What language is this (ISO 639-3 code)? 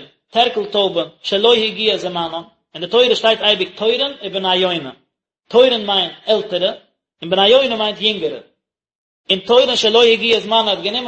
yid